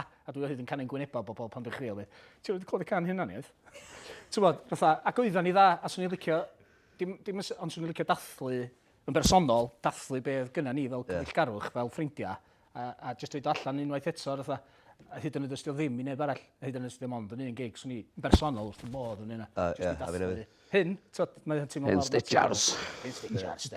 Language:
Welsh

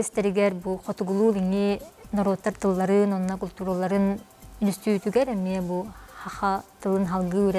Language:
Yakut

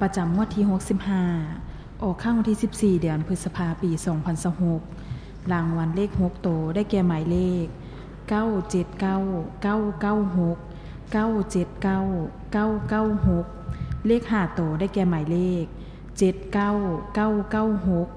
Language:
Lao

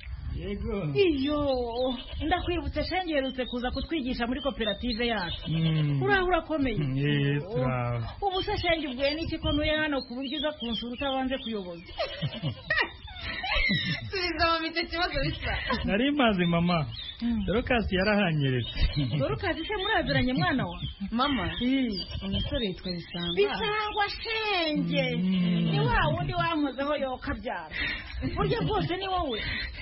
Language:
Kinyarwanda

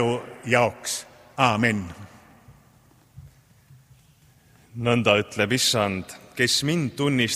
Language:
Estonian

